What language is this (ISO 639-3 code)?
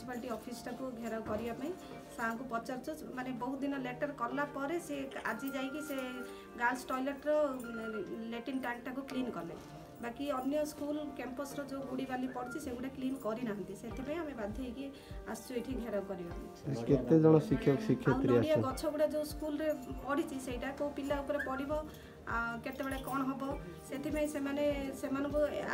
ori